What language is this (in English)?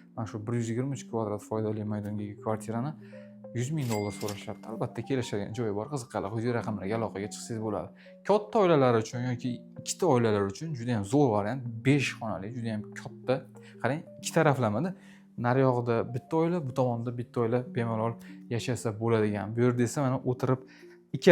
Uzbek